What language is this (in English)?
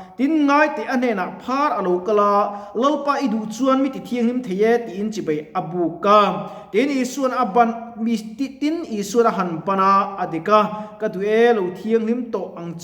Mizo